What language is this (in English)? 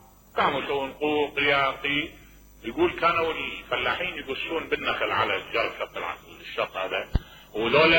Mesopotamian Arabic